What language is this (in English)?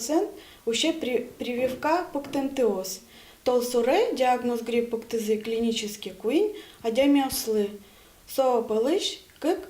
Udmurt